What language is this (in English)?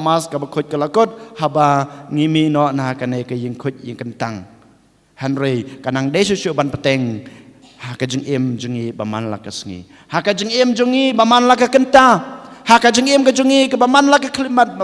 Khasi